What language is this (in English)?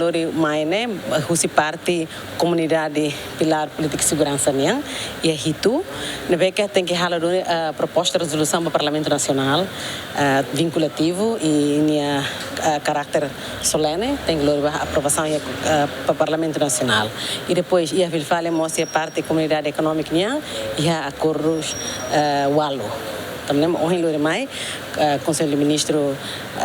Tetum